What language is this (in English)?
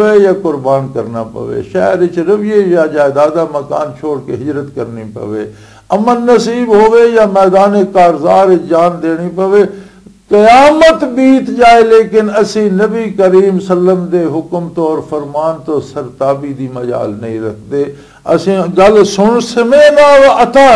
Western Panjabi